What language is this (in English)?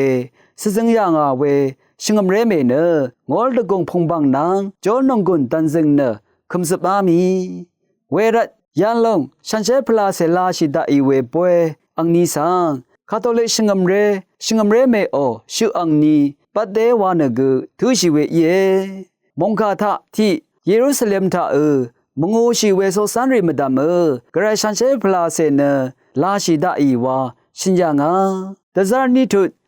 Rawang